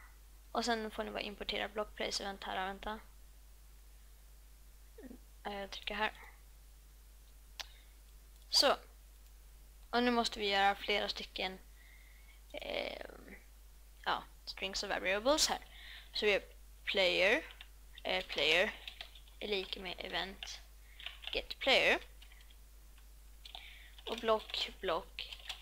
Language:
Swedish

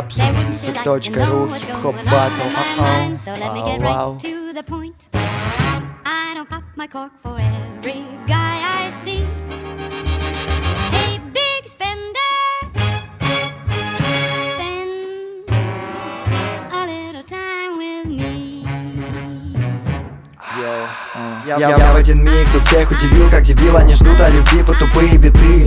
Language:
Russian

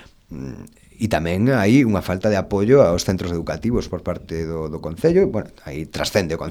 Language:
Galician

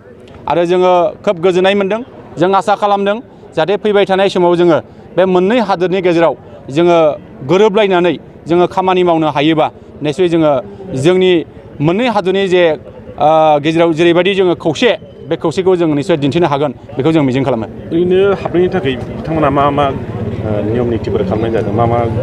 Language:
Bodo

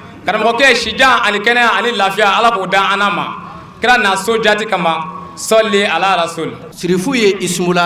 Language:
Bambara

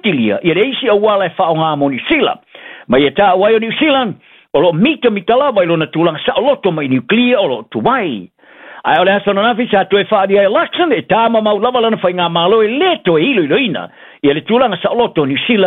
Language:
Samoan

